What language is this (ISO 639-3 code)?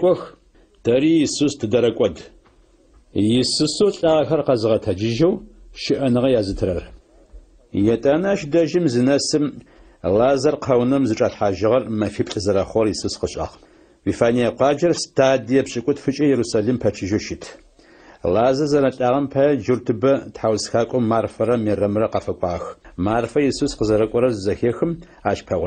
ady